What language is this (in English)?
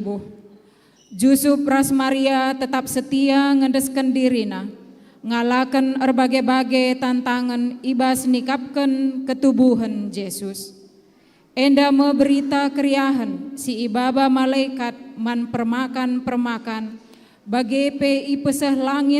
Batak Karo